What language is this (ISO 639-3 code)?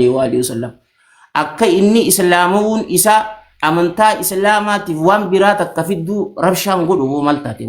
orm